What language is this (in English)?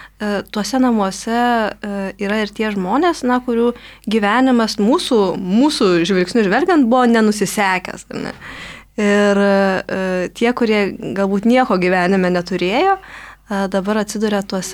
Lithuanian